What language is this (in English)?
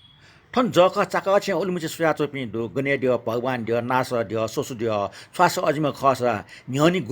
Newari